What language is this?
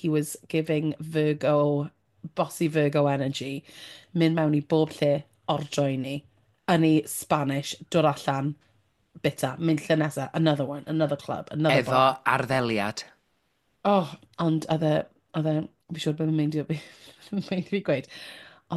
Welsh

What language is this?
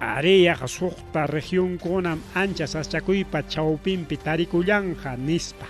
Ayacucho Quechua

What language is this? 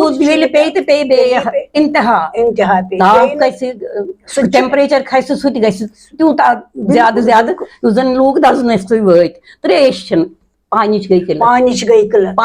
Kashmiri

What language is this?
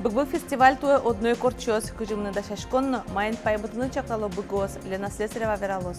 Udmurt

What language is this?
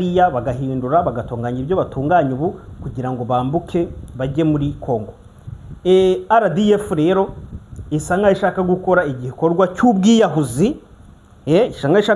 Kinyarwanda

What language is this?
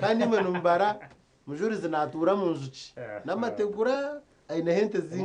Nyankole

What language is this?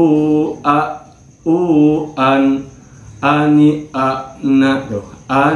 Sundanese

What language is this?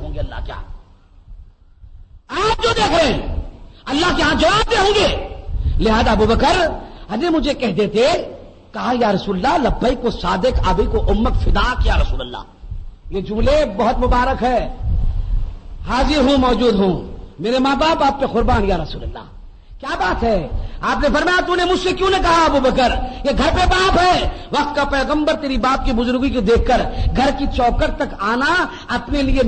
Urdu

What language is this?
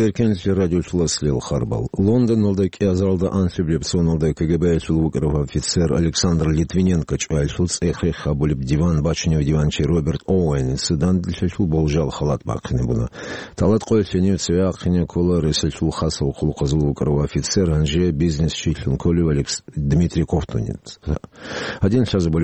Avaric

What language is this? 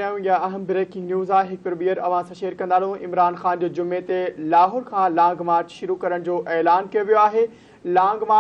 Sindhi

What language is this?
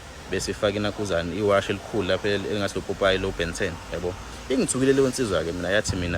Zulu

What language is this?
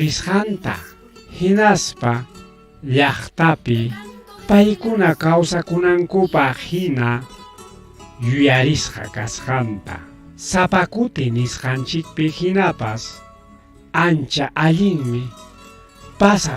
Ayacucho Quechua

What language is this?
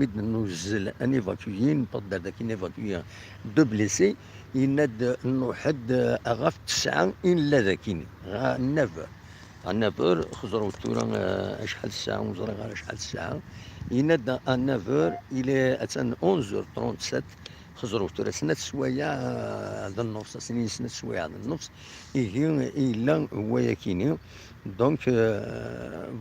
Kabyle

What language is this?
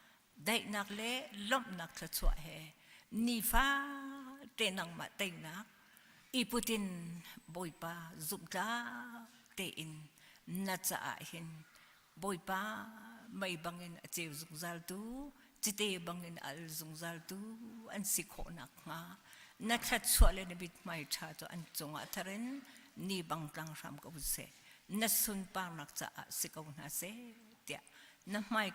Hakha Chin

